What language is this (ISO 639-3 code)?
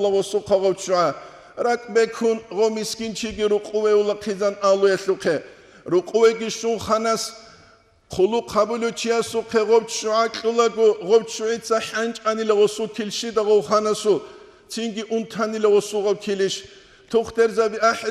ava